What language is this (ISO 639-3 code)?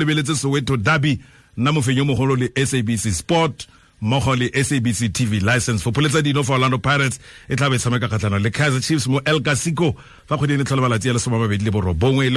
tsn